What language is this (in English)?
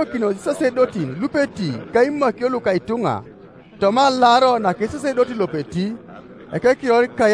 Teso